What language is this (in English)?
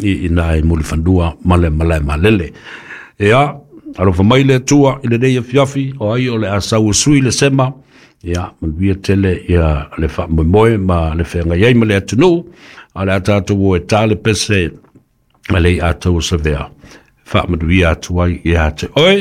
Samoan